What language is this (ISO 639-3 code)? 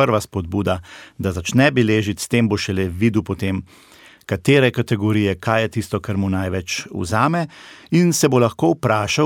slv